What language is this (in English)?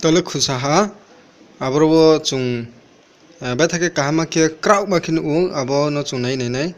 Riang (India)